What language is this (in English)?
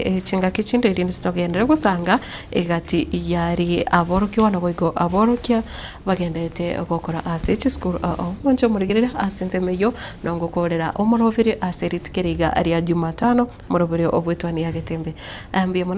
Gusii